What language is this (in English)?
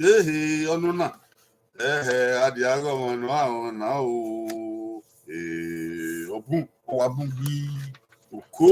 Bini